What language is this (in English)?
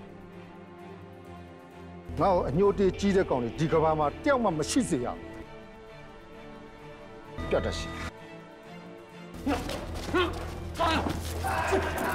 Burmese